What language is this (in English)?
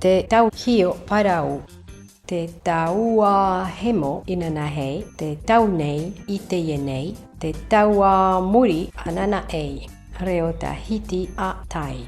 Tahitian